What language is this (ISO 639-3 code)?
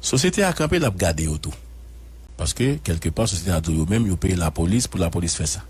hat